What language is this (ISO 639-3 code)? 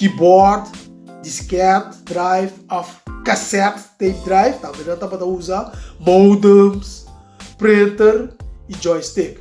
pap